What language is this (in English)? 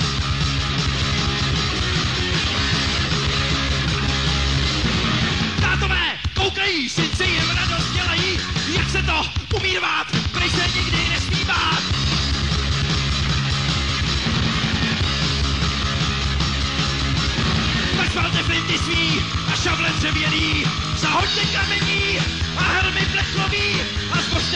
Czech